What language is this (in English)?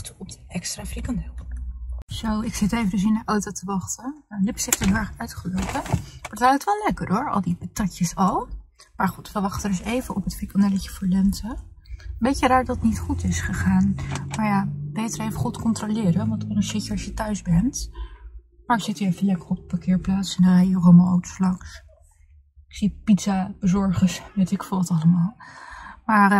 Dutch